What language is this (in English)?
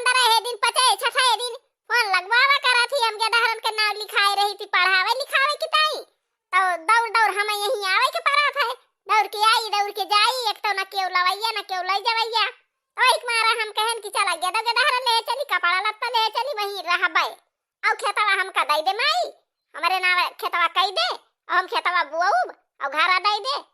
Awadhi